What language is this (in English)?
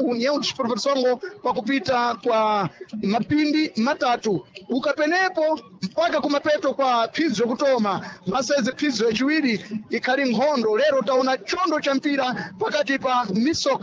Sena